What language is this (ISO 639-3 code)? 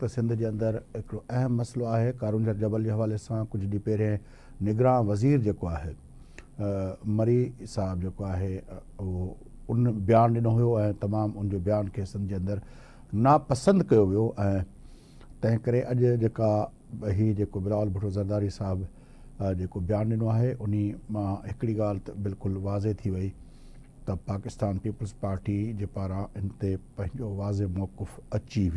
snd